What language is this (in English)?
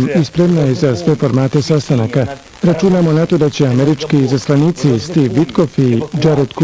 Bosnian